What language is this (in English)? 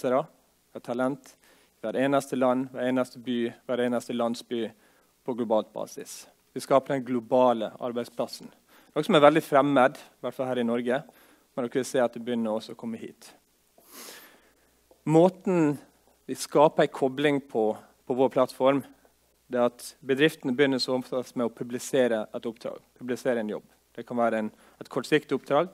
Norwegian